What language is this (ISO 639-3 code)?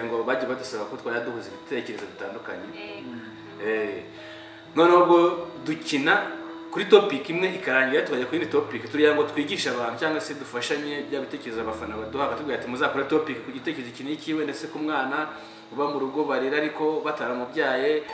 kin